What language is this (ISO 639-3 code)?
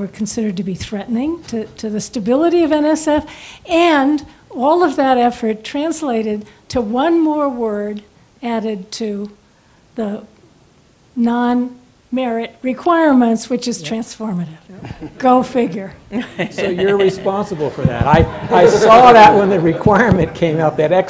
eng